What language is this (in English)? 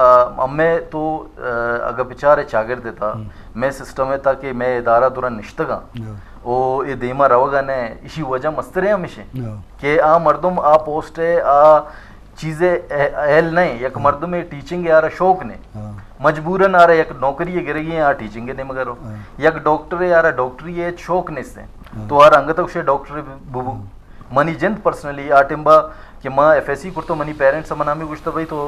Eastern Balochi